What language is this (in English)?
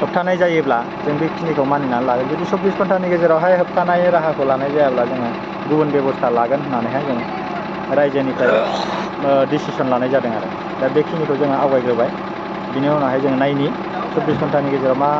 Bodo